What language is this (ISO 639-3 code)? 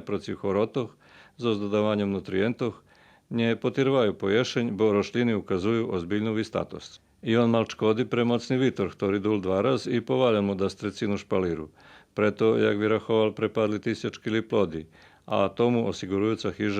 rue